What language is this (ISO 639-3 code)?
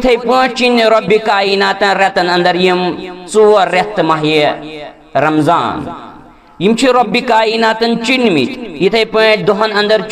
kas